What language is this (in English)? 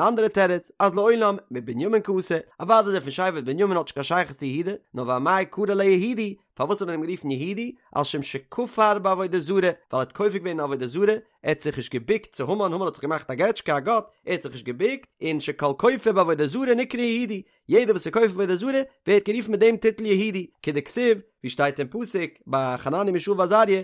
Yiddish